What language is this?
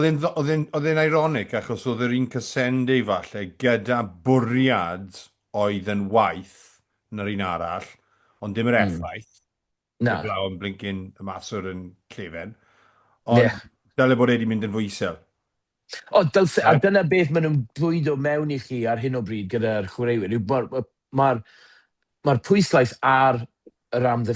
Welsh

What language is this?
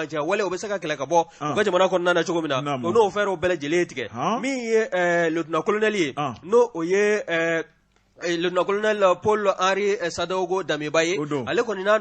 Bambara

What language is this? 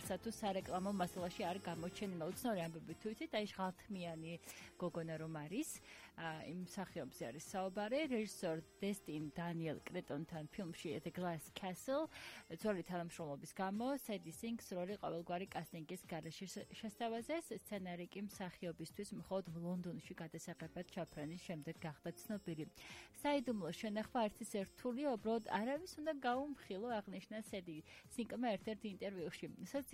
Georgian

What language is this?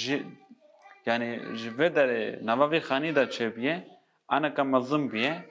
Kurdish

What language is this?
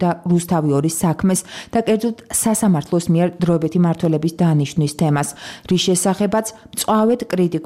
Georgian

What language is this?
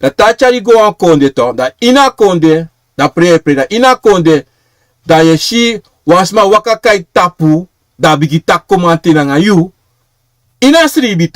Sranan Tongo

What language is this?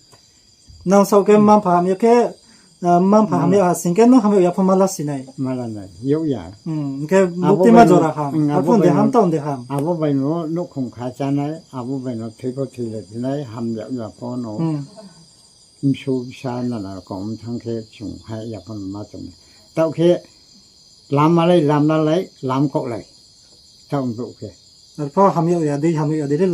Riang (India)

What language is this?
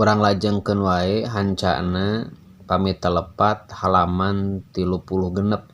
Sundanese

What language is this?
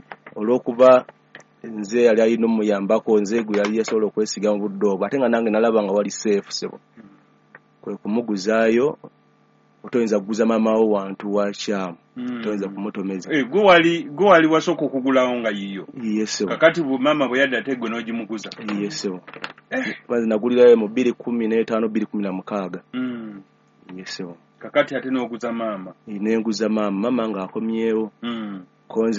Ganda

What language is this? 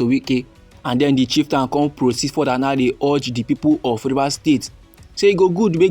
Nigerian Pidgin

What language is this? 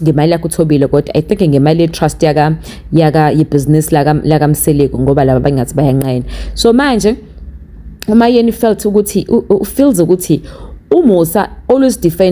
Zulu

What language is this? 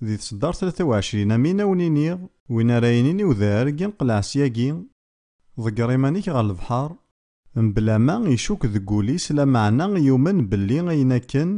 Kabyle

